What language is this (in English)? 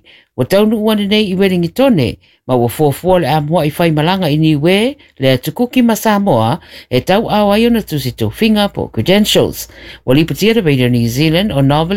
Samoan